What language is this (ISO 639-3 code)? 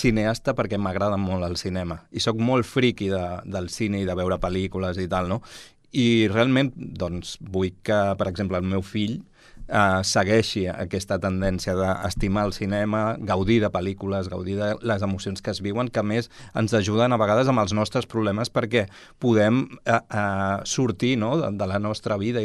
cat